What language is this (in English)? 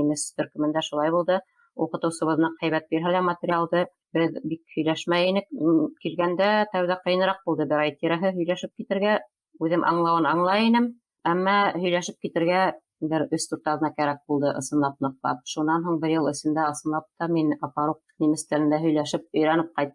Bashkir